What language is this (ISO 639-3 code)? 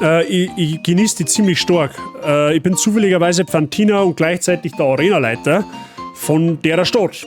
bar